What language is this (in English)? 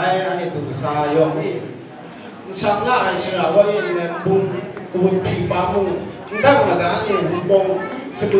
Kachin